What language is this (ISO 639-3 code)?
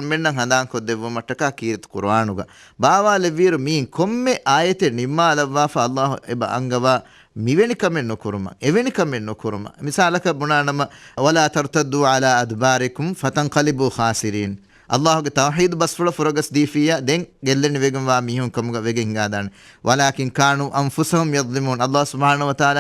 div